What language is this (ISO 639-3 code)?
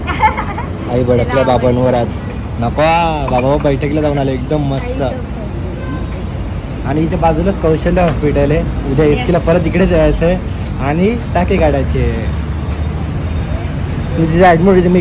mar